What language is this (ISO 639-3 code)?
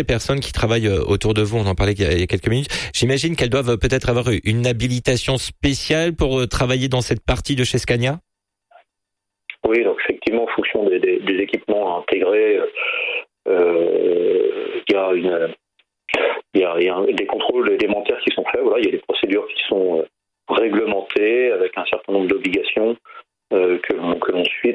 fra